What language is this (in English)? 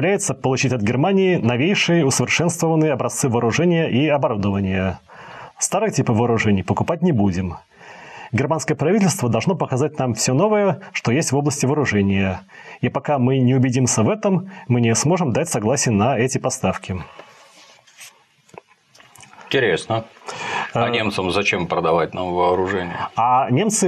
Russian